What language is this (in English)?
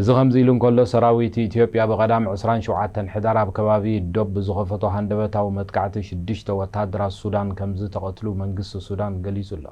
Tigrinya